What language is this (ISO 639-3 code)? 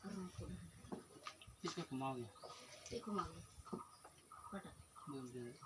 sat